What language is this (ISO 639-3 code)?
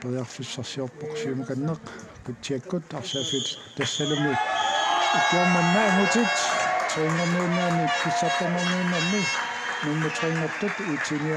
kal